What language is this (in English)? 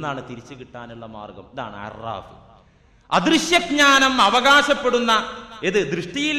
Malayalam